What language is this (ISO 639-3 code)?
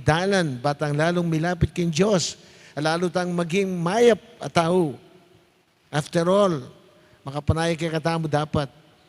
pam